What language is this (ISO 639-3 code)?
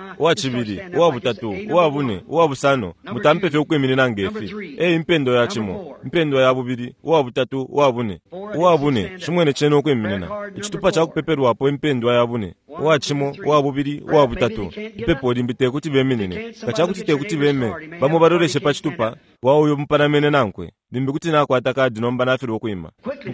bem